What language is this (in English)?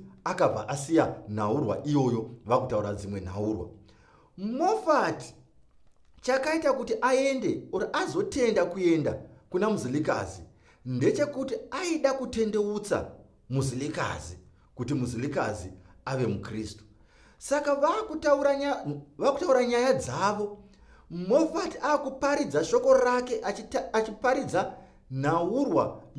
Shona